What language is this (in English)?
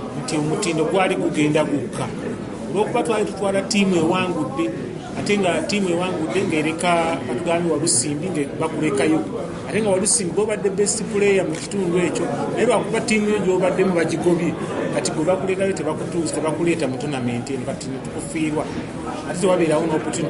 Ganda